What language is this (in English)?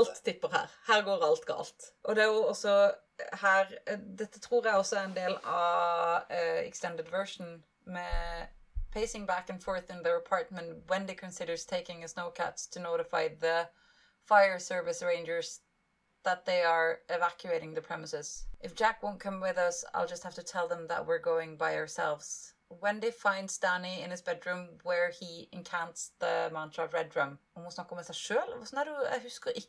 Norwegian